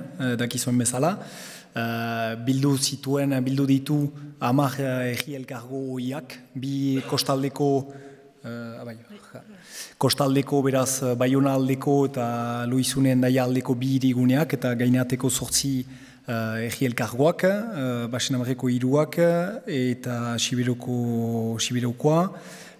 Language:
Basque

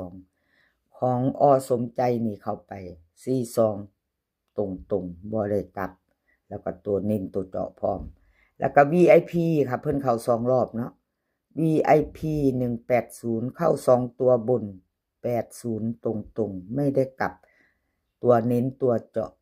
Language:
Northeastern Thai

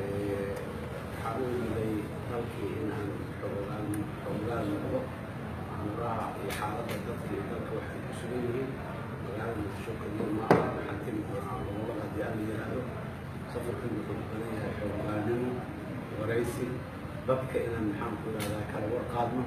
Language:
Somali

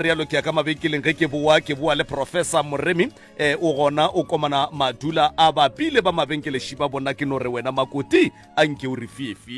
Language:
Northern Sotho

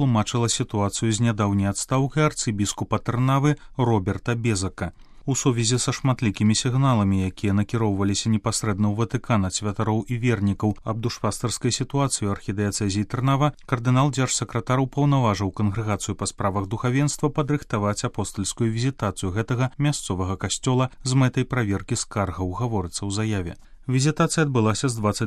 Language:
Belarusian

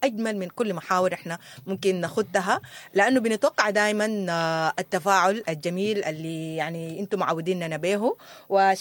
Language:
Sudanese Arabic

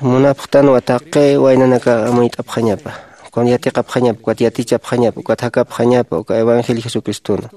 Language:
Aymara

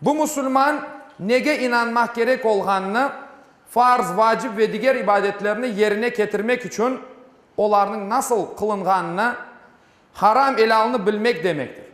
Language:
Crimean Tatar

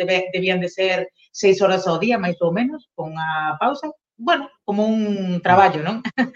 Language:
Galician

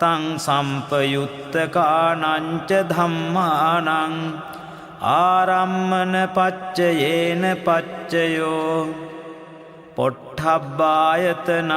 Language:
Pali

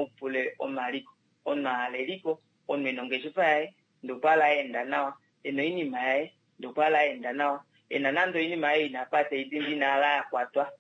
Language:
Kuanyama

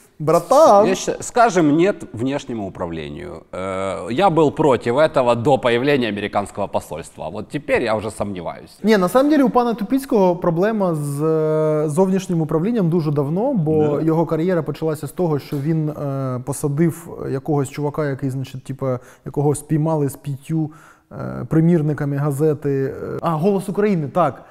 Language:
Ukrainian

